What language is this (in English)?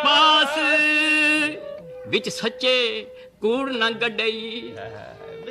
Punjabi